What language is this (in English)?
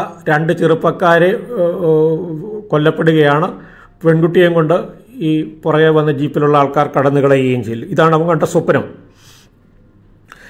Malayalam